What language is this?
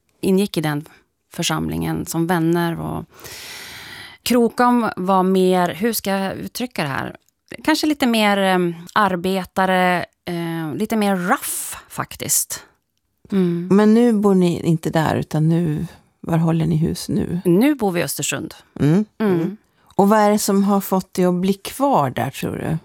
Swedish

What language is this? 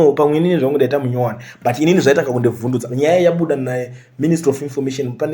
Shona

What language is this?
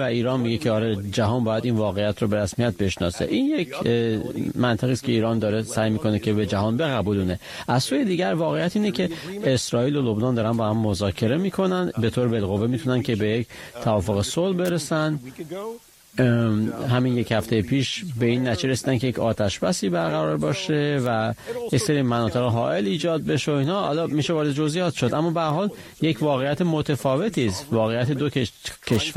Persian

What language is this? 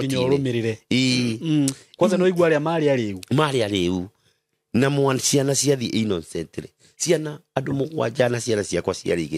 Kikuyu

